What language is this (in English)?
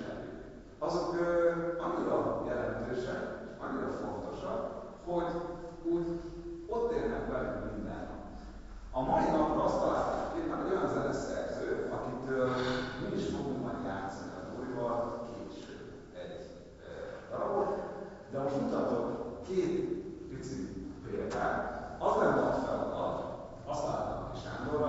Hungarian